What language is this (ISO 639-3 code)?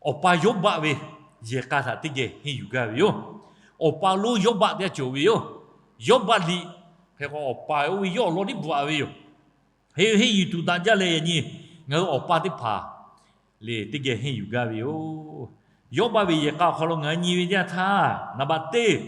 lhu